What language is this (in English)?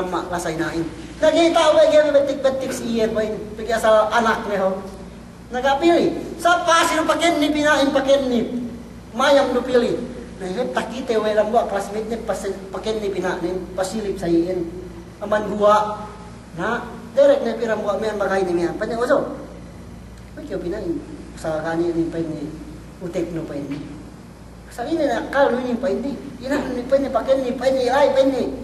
Yakan